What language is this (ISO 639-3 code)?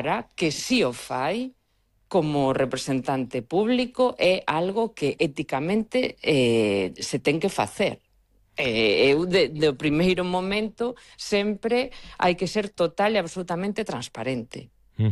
glg